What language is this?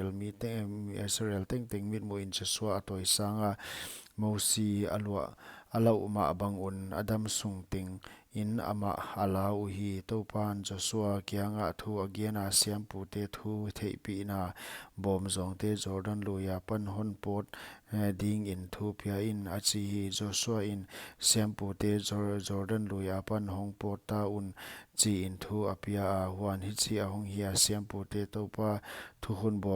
Paite Chin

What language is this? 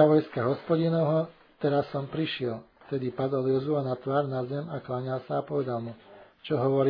Slovak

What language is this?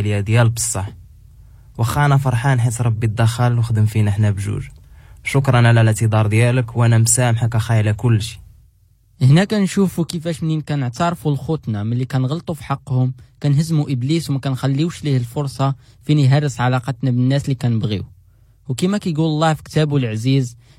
Moroccan Arabic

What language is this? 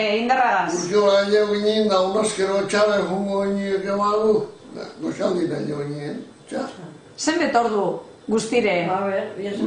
Basque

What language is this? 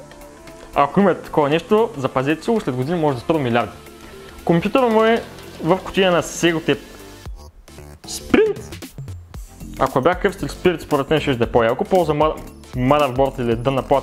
Bulgarian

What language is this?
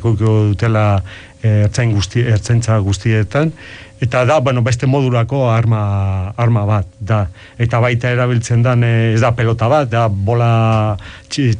Basque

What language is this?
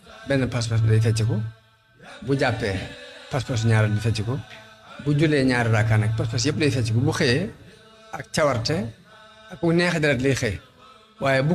Wolof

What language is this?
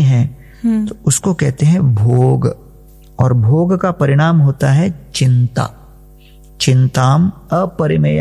Hindi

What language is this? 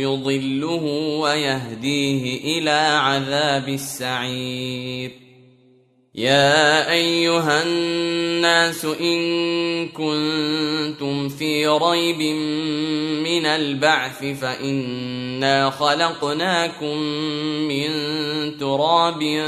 Arabic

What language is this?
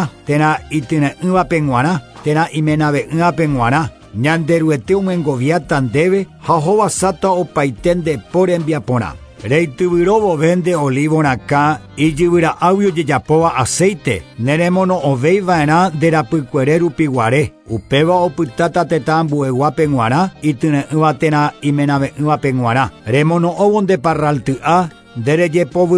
Guarani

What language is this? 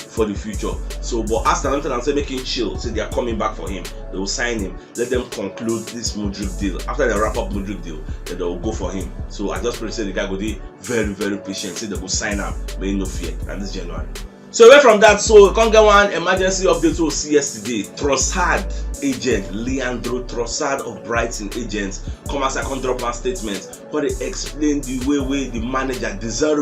Nigerian Pidgin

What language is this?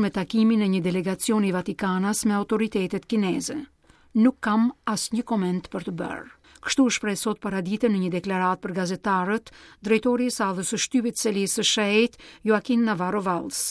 Albanian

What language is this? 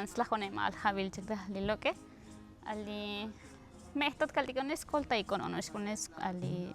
Tzotzil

